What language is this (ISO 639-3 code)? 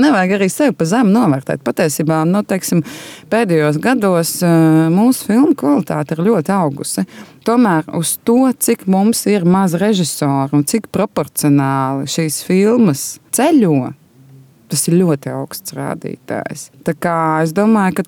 lav